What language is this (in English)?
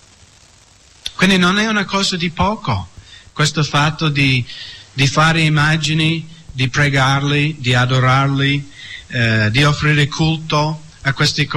Italian